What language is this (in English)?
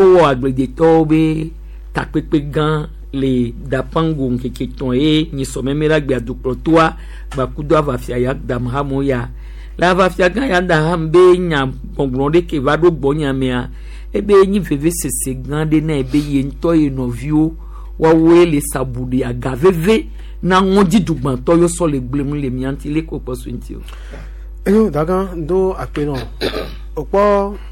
Gen